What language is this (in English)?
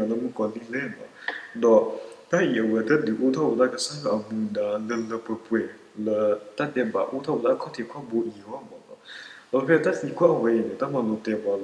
S'gaw Karen